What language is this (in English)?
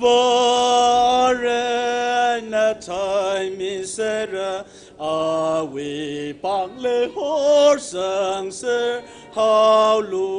Tangkhul Naga (India)